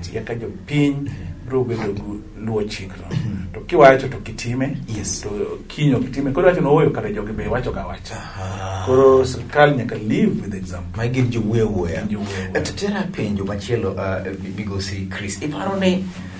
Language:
Luo (Kenya and Tanzania)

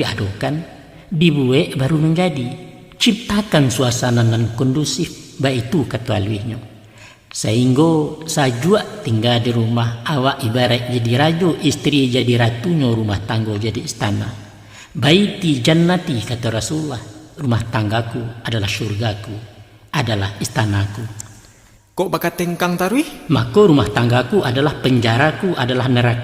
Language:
Minangkabau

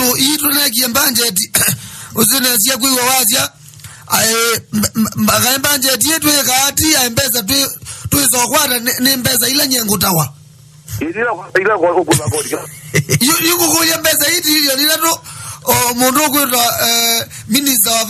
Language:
Kamba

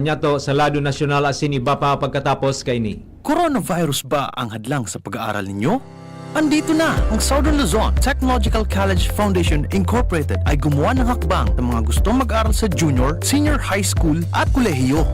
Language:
Bikol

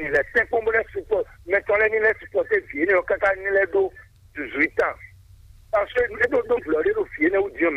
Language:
Fon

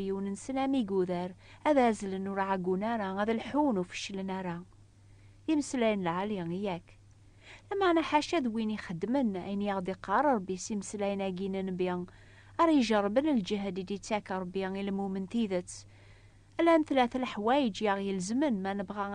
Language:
Kabyle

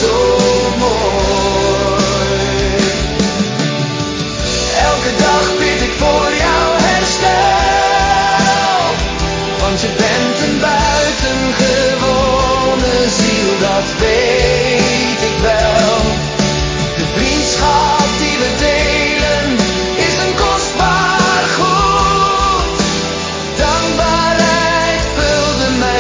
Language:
Dutch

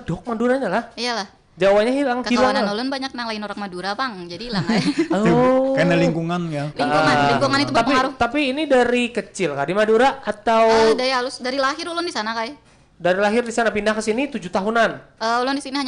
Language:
Banjar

